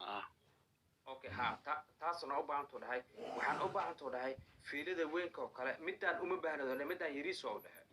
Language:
Somali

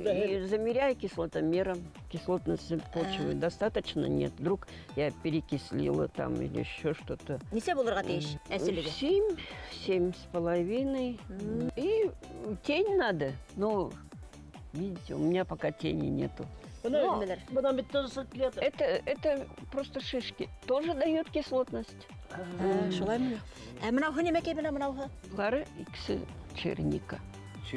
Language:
Bashkir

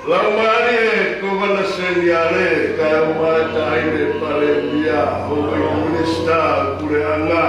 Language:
Tongan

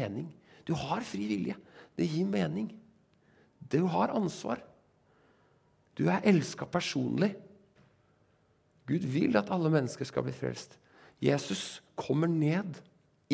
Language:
Norwegian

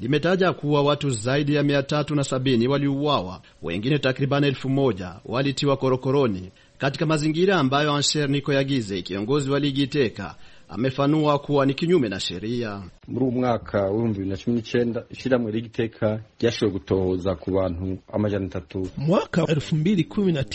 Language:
Swahili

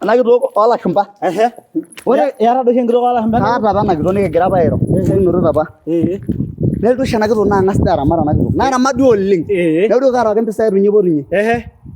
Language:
Masai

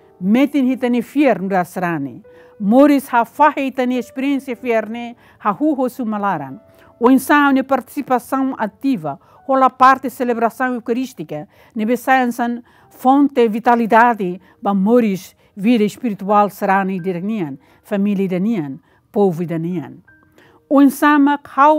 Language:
Tetum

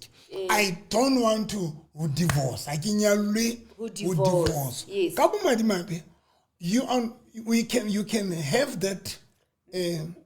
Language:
Southern Sotho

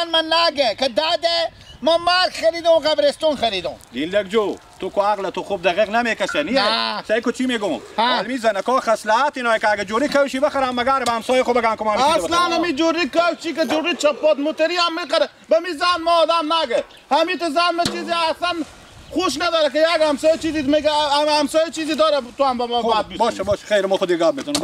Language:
Persian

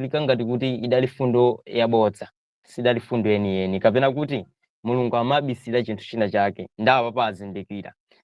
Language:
Nyanja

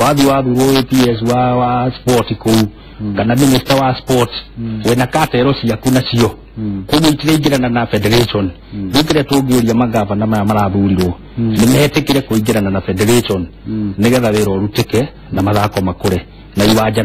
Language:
Kikuyu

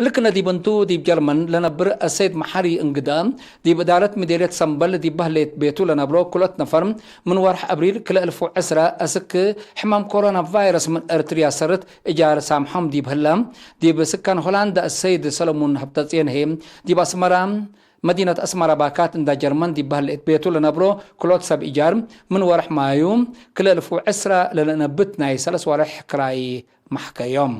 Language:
Tigre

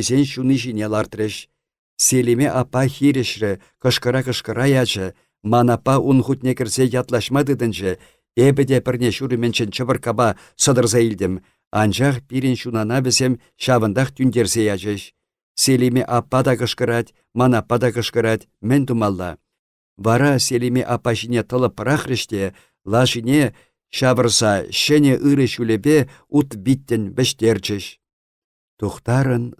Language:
Chuvash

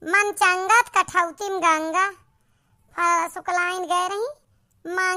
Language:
Awadhi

